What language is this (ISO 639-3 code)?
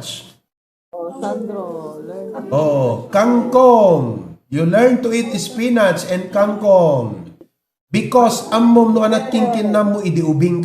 ilo